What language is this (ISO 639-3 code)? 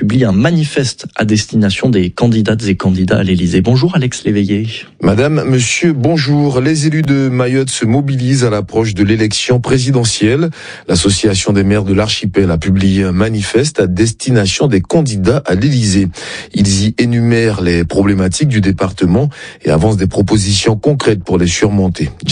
fra